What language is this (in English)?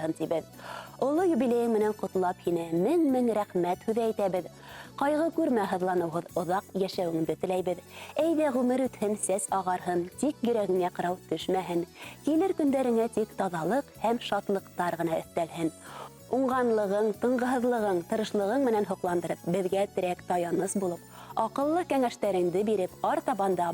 Bashkir